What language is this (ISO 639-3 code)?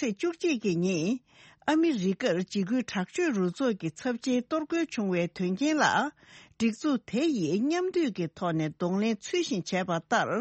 bod